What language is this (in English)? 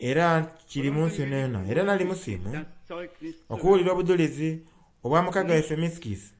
Soga